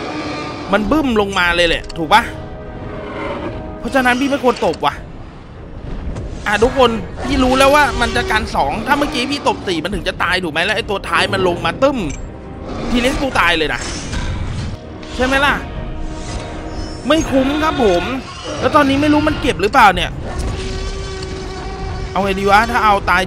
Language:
Thai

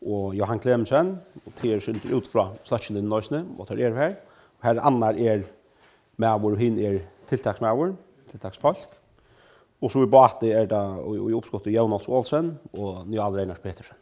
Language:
Faroese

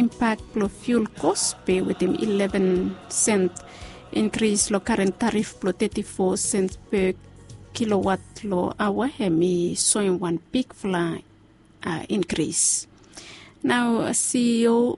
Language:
Bislama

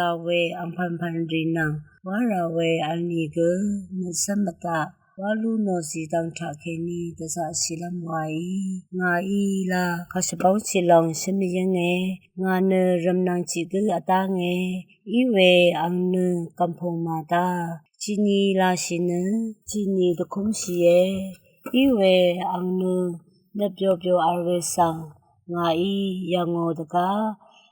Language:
Rawang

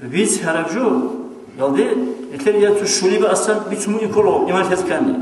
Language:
Avaric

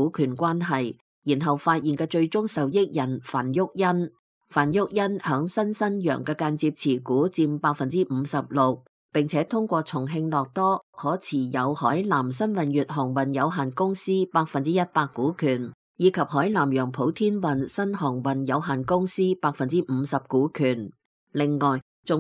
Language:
Cantonese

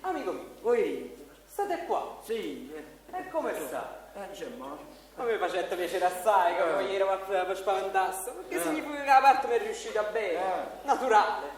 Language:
Neapolitan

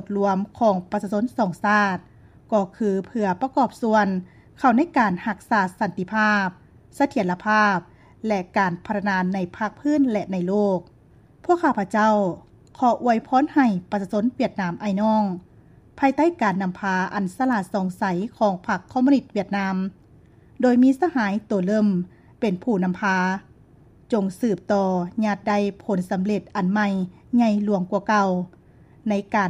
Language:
Lao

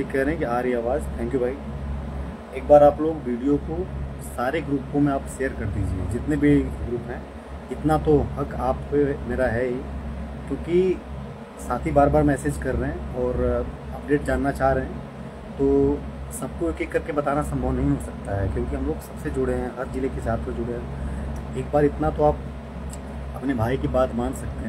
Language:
Hindi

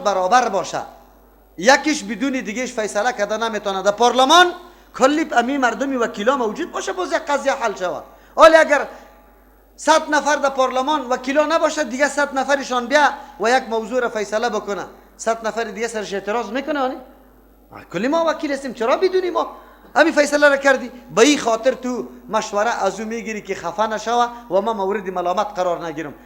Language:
Persian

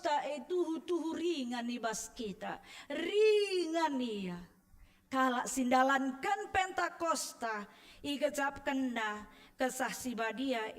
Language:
Batak Karo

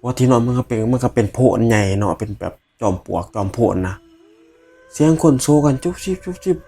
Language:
Northeastern Thai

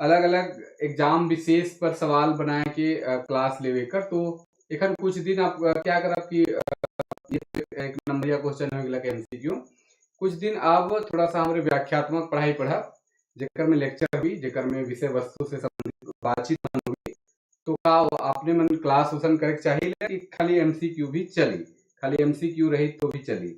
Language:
Sadri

